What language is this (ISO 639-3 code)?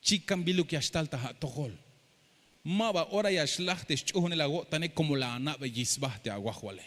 tzh